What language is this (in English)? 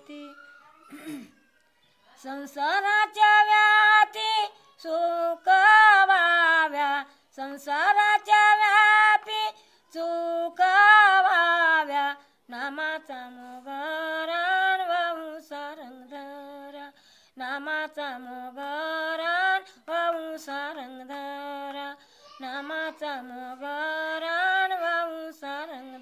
Marathi